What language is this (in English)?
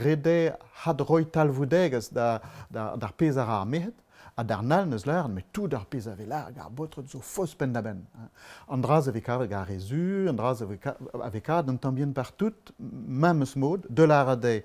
Breton